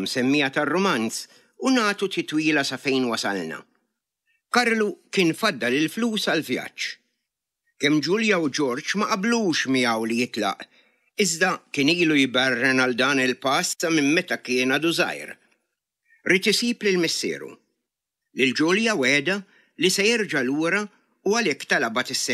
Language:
Maltese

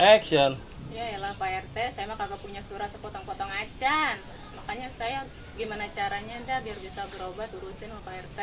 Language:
Betawi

